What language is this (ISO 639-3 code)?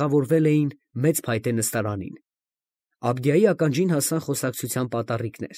hye